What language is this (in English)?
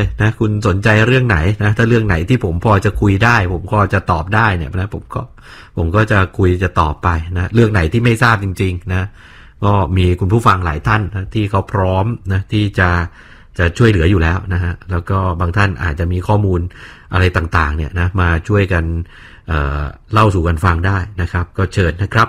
Thai